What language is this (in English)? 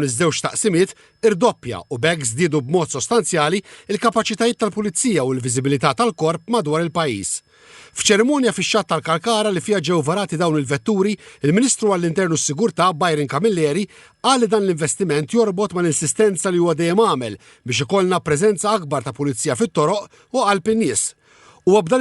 Maltese